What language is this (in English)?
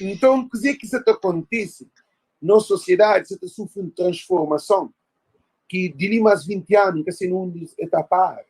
Kabuverdianu